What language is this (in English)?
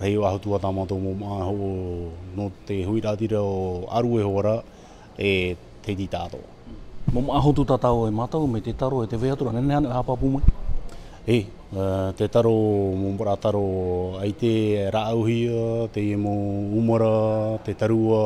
Tahitian